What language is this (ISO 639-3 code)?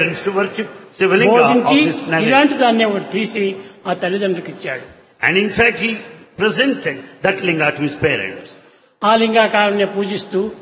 tel